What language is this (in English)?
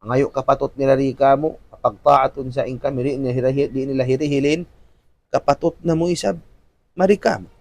Tausug